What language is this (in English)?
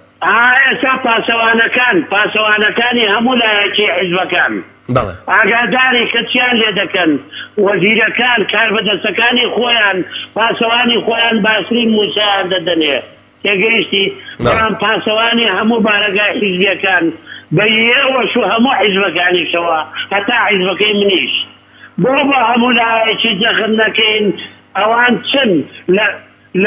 Central Kurdish